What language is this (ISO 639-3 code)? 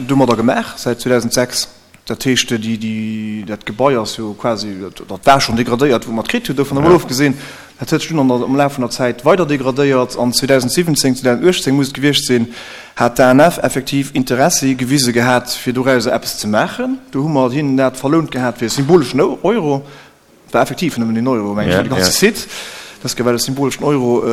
ltz